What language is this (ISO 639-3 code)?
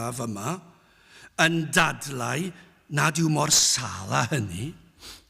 cym